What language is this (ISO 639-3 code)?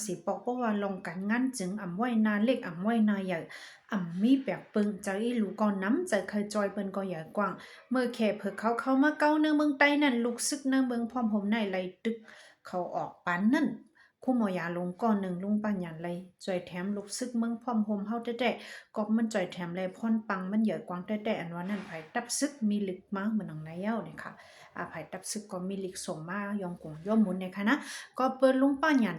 shn